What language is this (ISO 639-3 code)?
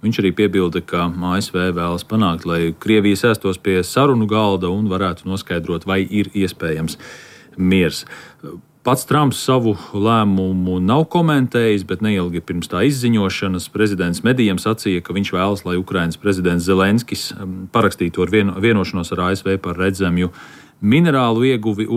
lav